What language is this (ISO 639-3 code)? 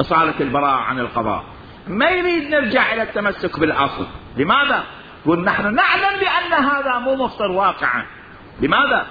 acm